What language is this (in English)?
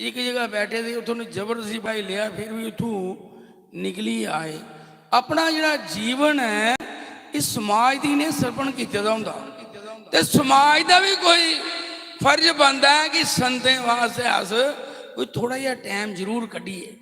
Dogri